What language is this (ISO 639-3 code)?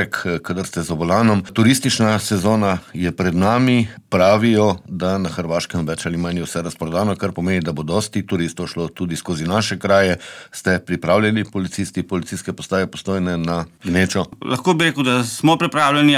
slv